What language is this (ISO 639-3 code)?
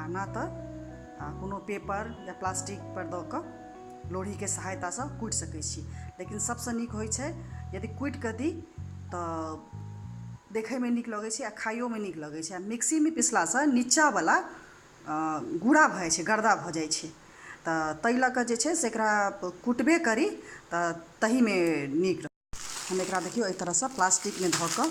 mai